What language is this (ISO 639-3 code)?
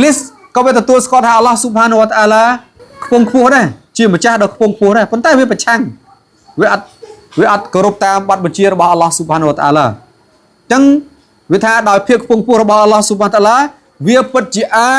khm